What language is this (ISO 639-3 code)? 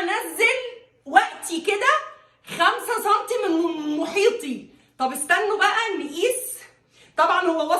arz